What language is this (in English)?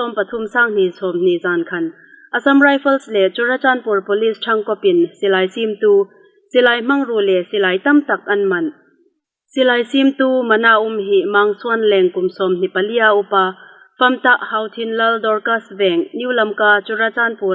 Hmar